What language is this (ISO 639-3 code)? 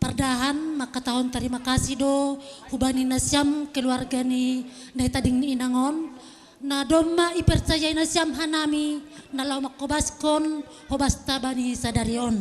bts